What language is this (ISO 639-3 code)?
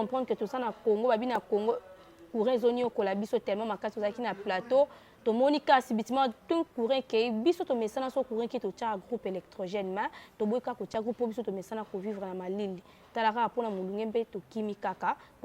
lin